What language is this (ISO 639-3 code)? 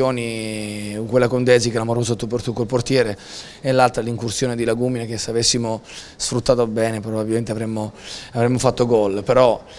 ita